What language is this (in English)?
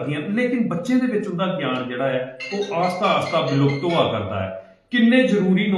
Dogri